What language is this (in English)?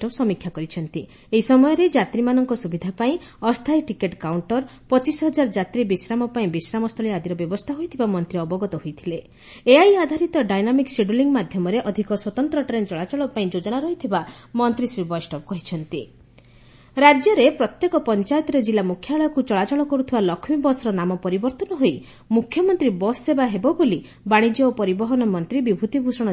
Odia